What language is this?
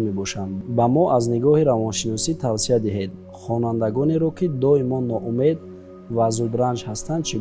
Tajik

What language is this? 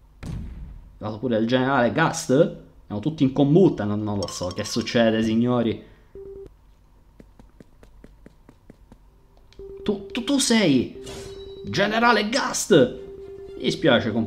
Italian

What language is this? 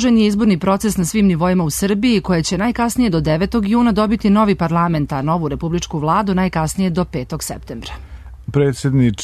Serbian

